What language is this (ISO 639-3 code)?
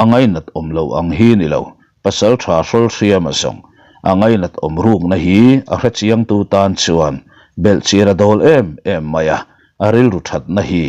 lus